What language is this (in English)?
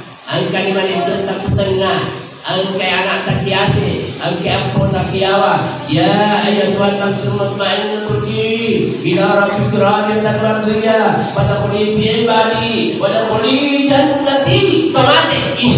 Buginese